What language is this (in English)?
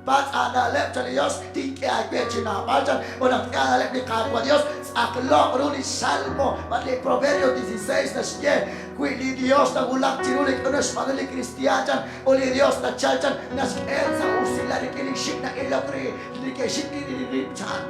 Kekchí